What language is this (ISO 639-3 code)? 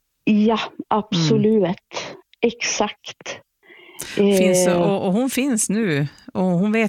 swe